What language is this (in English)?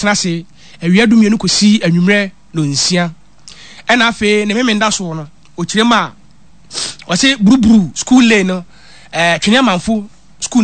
Akan